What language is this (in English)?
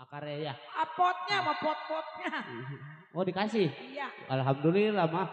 Betawi